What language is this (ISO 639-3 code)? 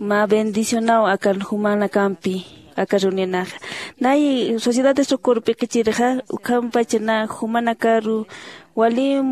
aym